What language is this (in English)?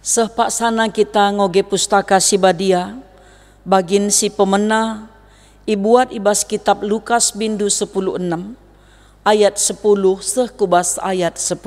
Batak Karo